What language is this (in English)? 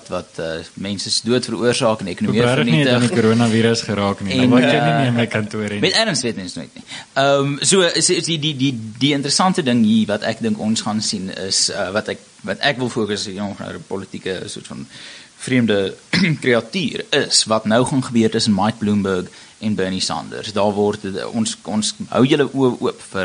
Afrikaans